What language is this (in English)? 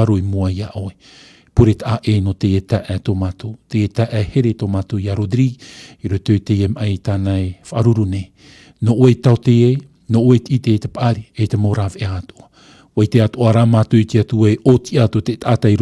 Tahitian